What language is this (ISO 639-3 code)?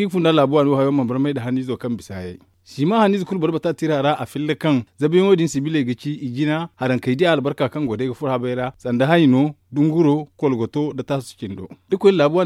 dje